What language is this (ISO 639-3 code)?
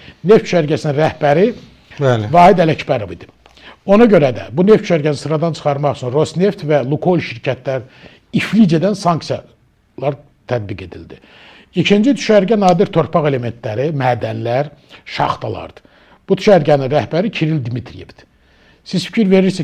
aze